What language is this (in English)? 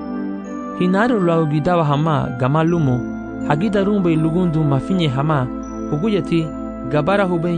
Garifuna